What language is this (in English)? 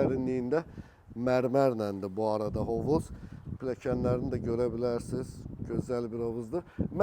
Azerbaijani